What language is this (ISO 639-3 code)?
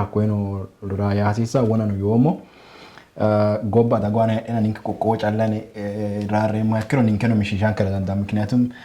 sid